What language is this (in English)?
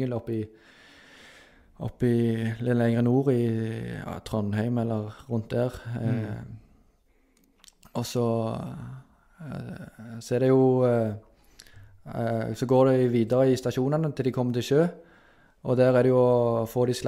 Norwegian